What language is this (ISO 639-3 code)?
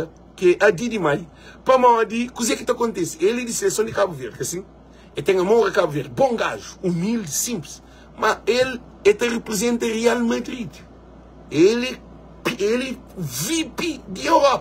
kea